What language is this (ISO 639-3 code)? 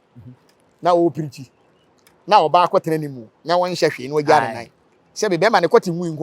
aka